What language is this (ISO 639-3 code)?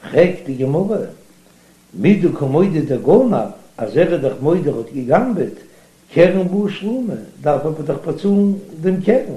yid